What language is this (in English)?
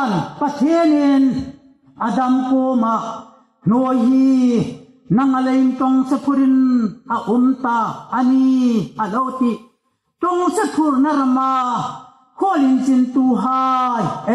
Hmar